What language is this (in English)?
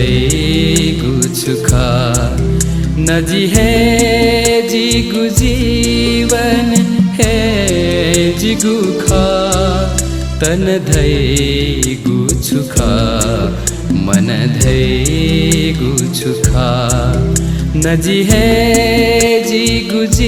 Newari